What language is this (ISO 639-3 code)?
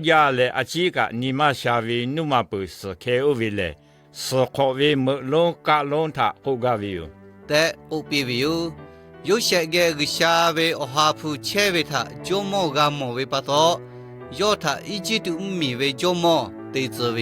lhu